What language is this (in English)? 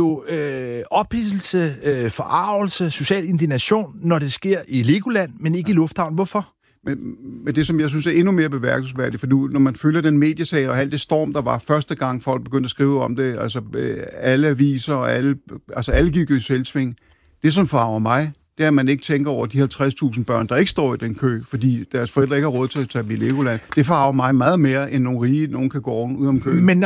Danish